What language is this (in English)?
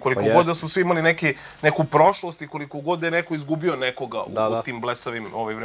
Serbian